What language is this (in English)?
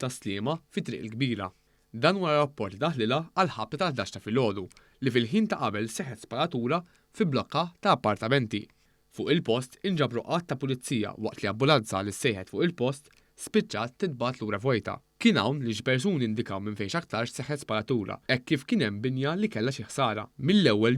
Maltese